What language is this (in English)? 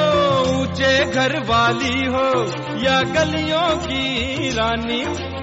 Hindi